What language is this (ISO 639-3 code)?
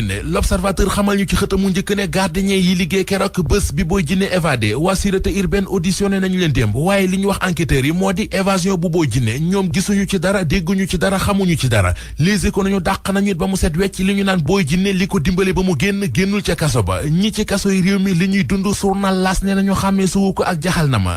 wol